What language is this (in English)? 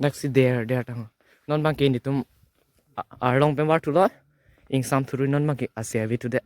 Karbi